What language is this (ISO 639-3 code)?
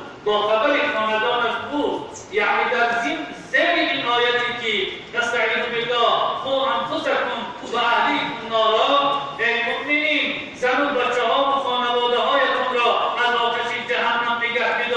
tgk